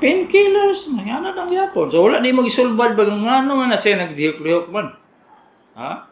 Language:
Cebuano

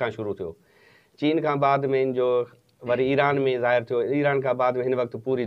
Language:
Sindhi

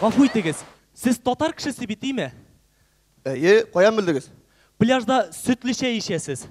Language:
Tatar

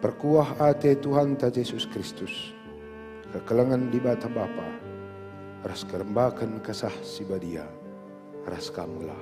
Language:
Batak Karo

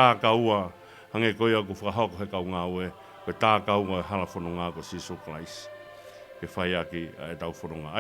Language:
Tongan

